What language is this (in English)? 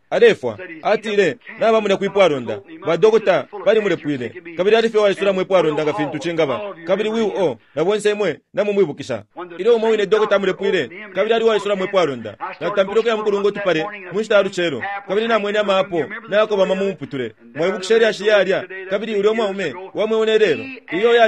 Bemba